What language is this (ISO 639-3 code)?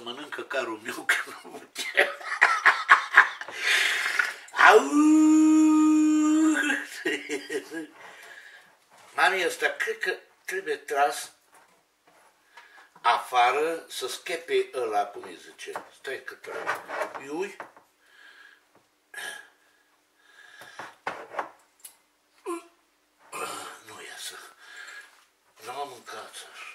ron